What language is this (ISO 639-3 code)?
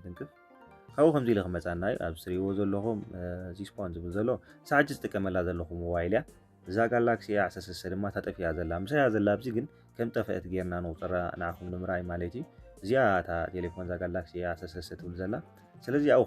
tir